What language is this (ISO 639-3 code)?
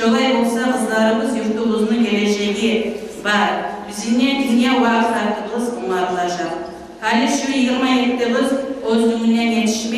kum